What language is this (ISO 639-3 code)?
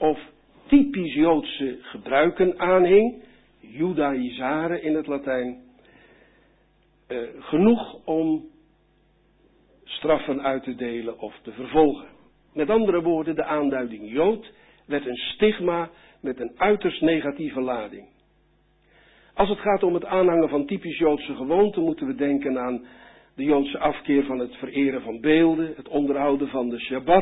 nld